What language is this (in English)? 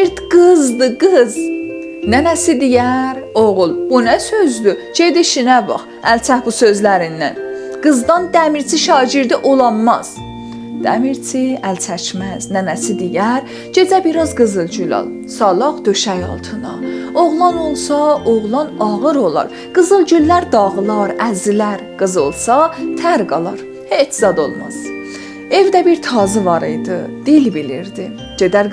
South Azerbaijani